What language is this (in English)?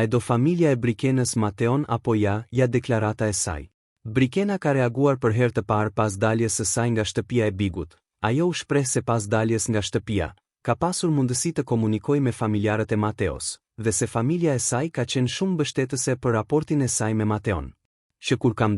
Albanian